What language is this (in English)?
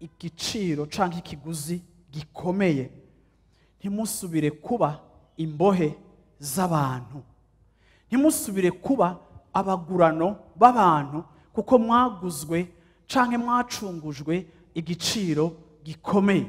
Rundi